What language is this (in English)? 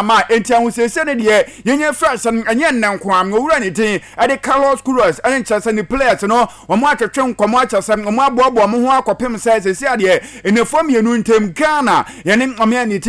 Akan